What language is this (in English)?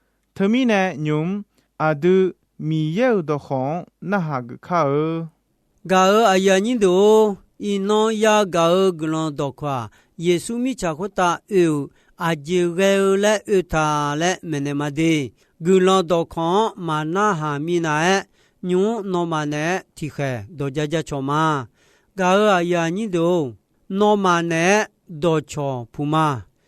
Akha